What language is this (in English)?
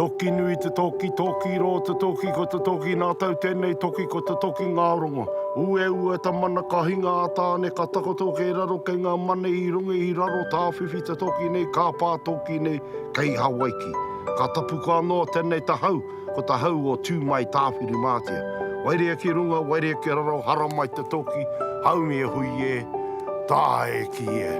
Māori